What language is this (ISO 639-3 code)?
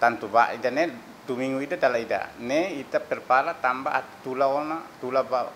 tet